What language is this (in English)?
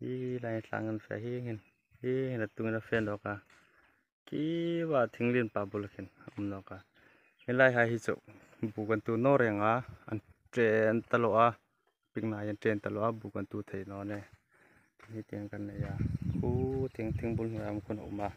Hmar